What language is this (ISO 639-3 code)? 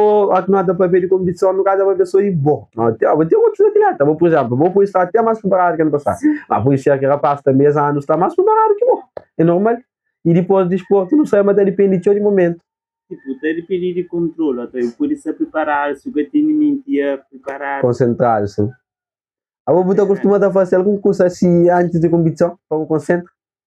kea